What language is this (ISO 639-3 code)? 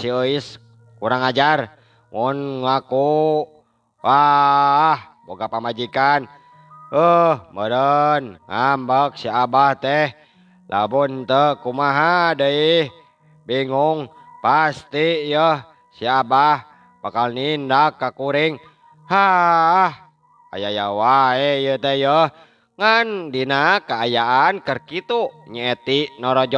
sun